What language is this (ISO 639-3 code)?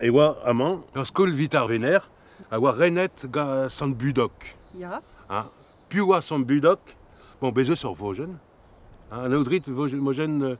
bre